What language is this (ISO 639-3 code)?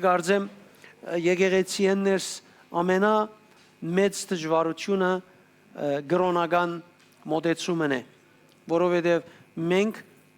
hyw